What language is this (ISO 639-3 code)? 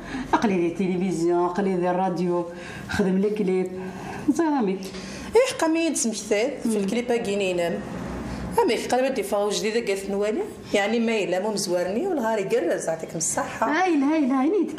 kab